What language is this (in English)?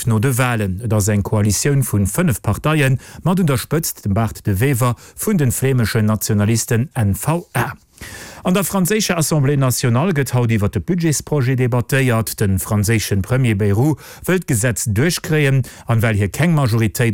Luxembourgish